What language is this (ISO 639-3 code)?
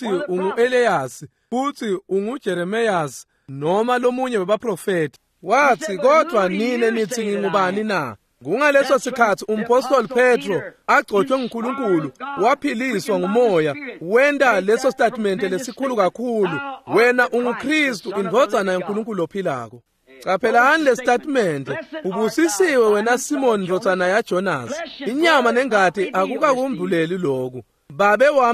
ssw